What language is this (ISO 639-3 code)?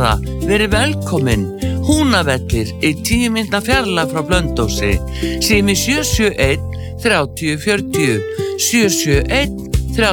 isl